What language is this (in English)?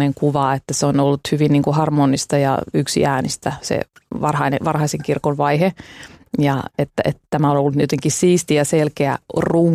Finnish